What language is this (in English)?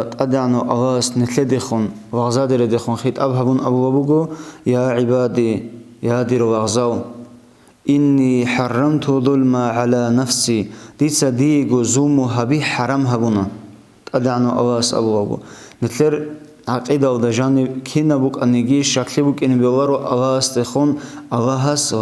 Avaric